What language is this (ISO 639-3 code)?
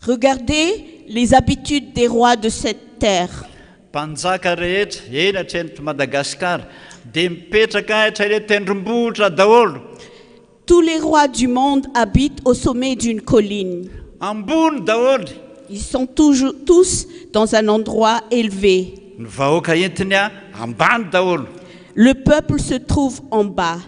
mlg